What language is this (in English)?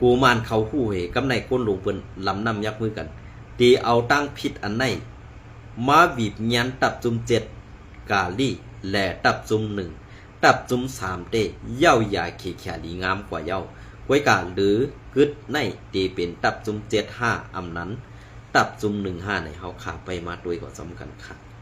Shan